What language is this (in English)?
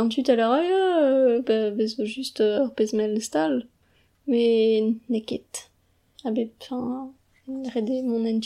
Breton